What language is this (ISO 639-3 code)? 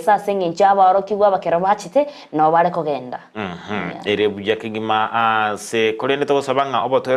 guz